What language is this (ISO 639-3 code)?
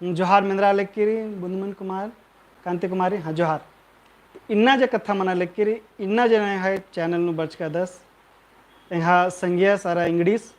kru